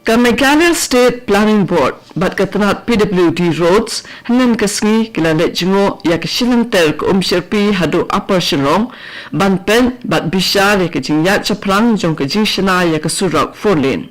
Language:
Khasi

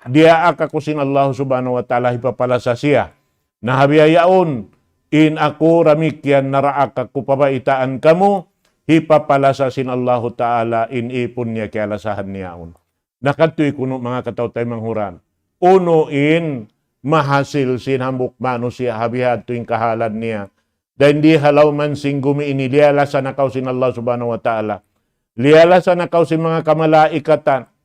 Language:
Tausug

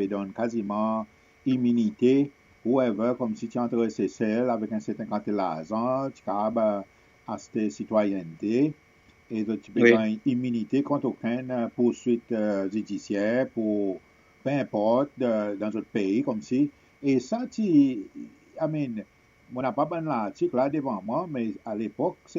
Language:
Seselwa Creole French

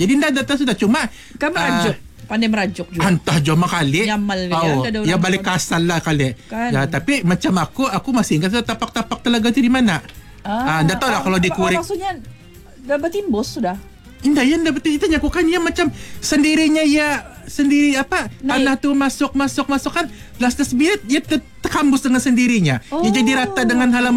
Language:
Malay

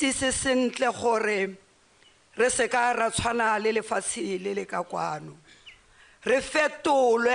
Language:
Tswana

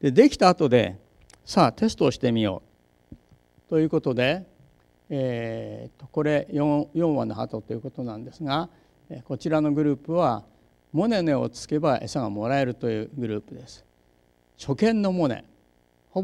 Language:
Japanese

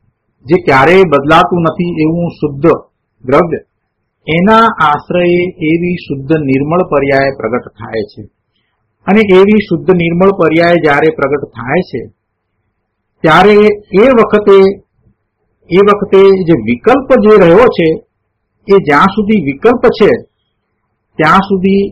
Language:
Gujarati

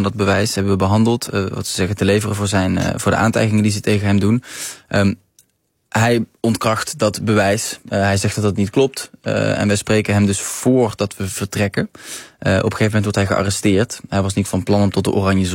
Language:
Dutch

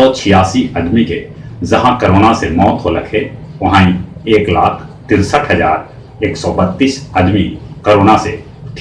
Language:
Magahi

